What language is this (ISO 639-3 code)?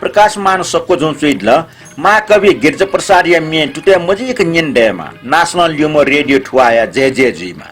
new